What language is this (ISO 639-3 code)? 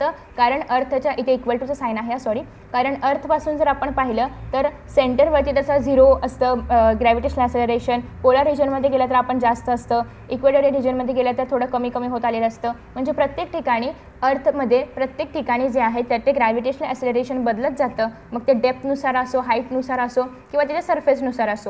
mar